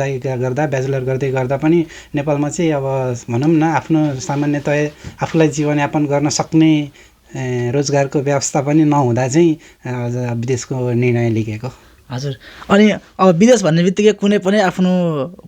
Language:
Nepali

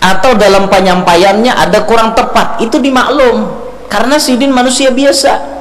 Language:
Banjar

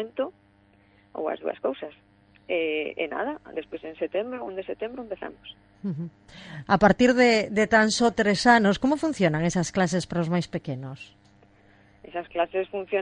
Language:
Galician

